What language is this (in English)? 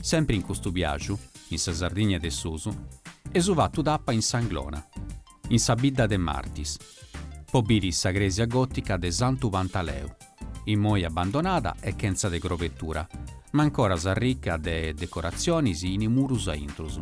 Sardinian